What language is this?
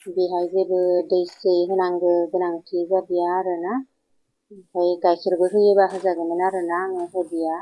Bodo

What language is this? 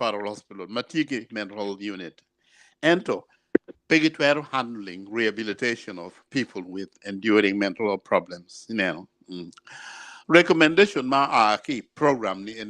Acoli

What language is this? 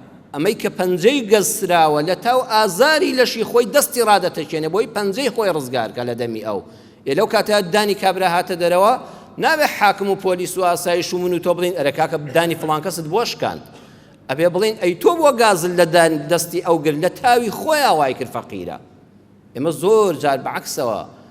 Central Kurdish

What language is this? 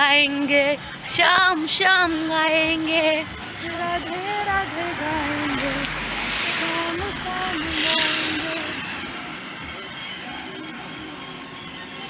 Hindi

